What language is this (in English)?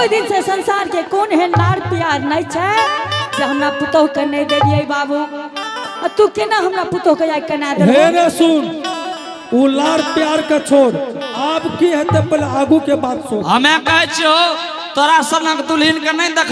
Angika